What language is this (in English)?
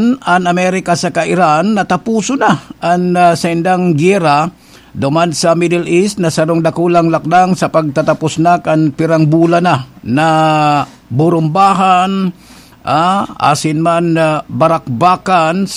Bikol